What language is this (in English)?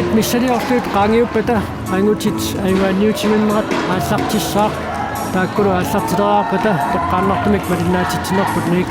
Kalaallisut